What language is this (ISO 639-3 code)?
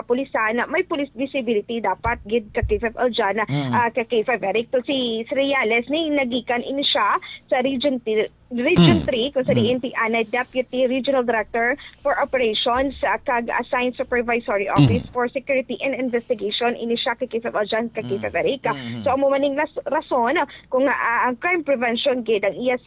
hil